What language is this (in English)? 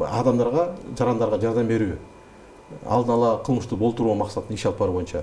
Kyrgyz